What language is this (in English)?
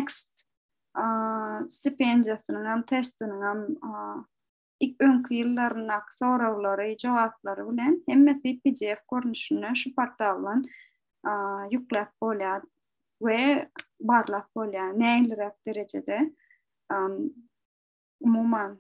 Turkmen